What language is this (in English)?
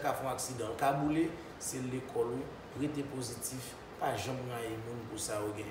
Haitian Creole